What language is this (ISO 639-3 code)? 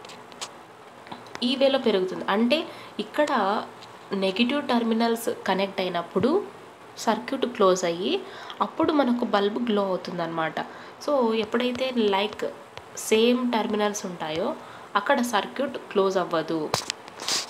tel